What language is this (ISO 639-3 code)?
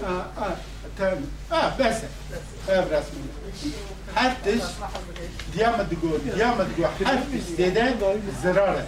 kur